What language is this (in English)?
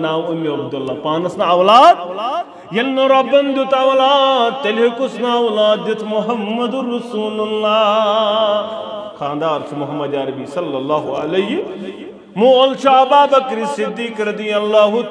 Kashmiri